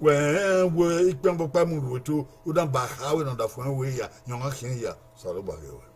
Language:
Bini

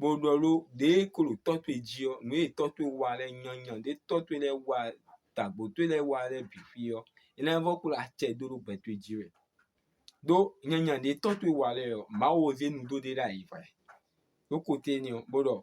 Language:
Fon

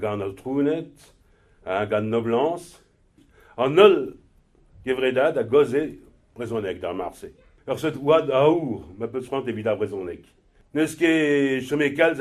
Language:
Breton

